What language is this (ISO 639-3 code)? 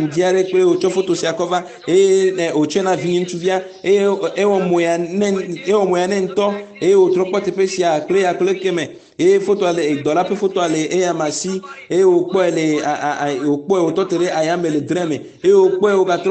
ewe